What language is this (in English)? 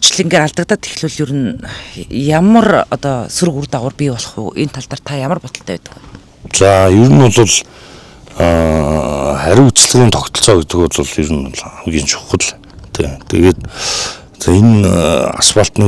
Mongolian